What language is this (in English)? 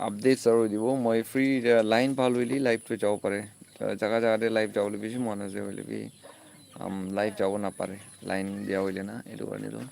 Naga Pidgin